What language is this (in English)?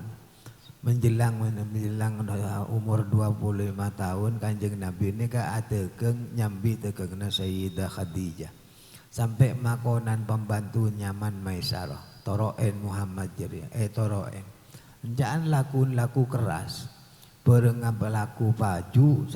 Madurese